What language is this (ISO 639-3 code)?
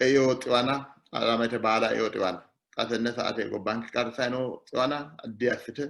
sid